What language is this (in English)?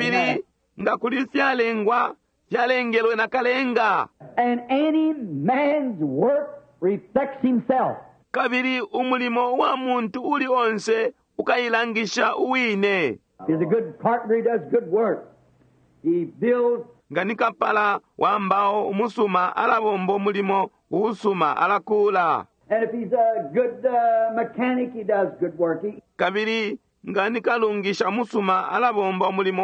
Bemba